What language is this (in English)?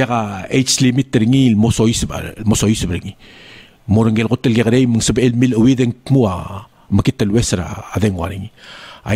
Palauan